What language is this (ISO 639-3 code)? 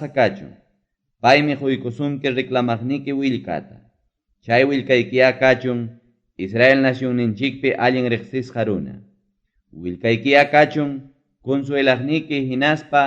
quy